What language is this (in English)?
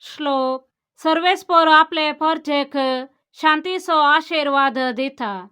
Konkani